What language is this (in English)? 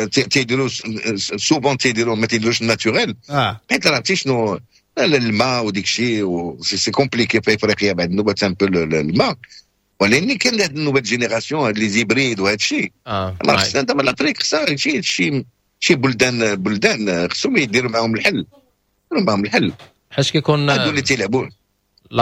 Moroccan Arabic